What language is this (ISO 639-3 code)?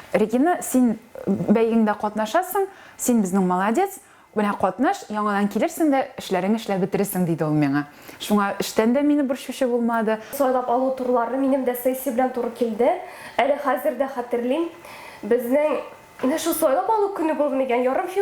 tat